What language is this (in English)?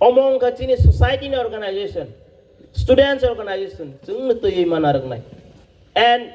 Kok Borok